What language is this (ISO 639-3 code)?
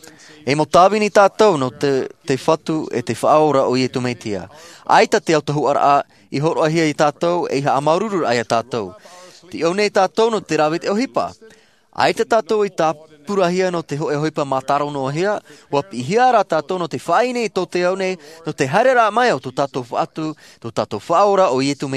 tah